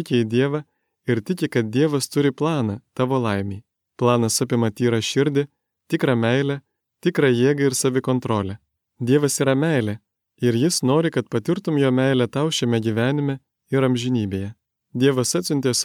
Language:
Lithuanian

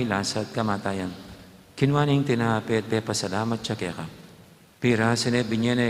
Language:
Pampanga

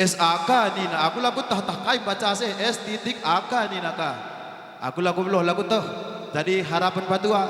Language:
Batak Karo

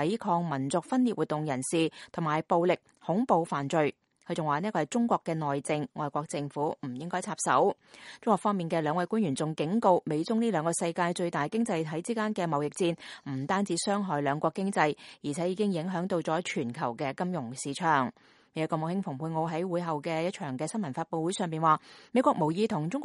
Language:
Cantonese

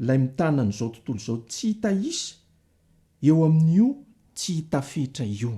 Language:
Malagasy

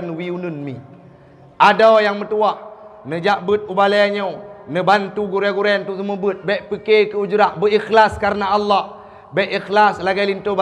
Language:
Achinese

